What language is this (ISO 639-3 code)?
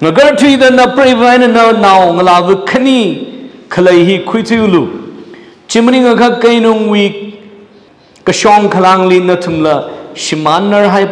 nmf